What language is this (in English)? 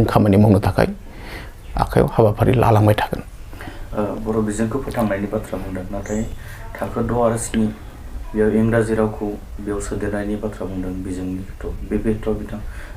Bodo